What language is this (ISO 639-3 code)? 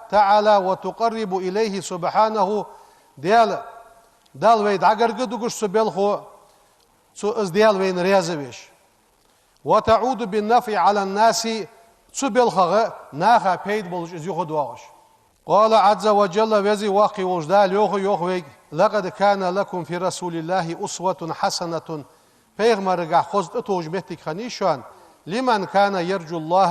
inh